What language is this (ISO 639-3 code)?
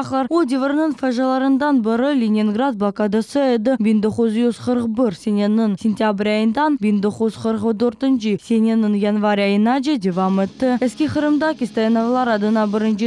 crh